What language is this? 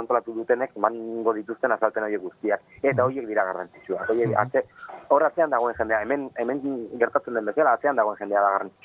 Basque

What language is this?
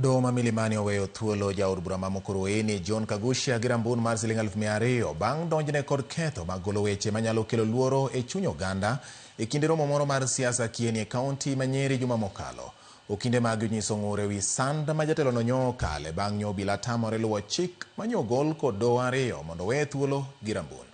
Luo (Kenya and Tanzania)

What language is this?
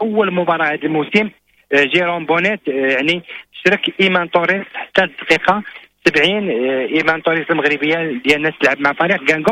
Moroccan Arabic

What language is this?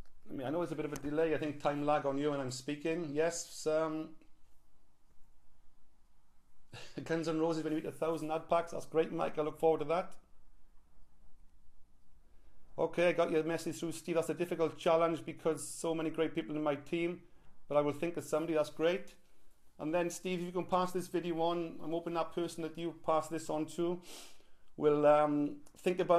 English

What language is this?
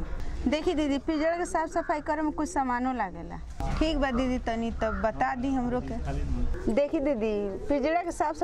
Bhojpuri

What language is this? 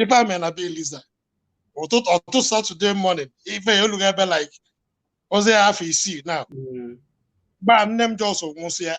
Igbo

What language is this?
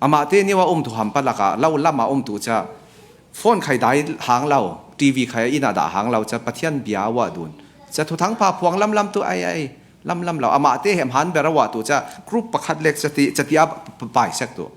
Falam Chin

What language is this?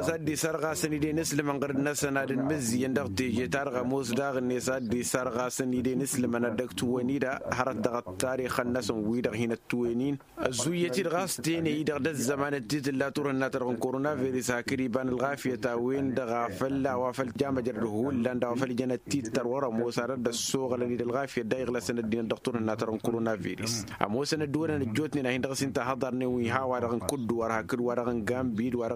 Tamasheq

